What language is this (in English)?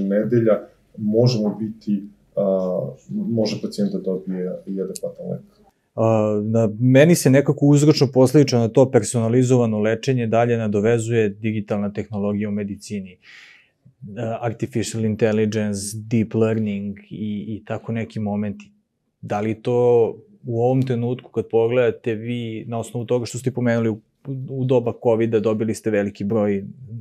Serbian